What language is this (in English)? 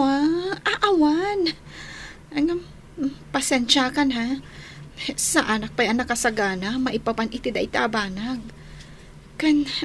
Iloko